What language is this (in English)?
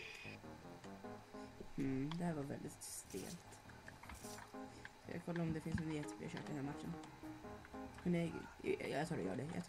Swedish